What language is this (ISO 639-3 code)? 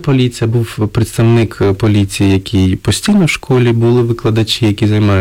ukr